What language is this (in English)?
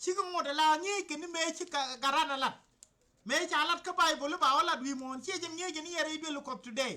Nuer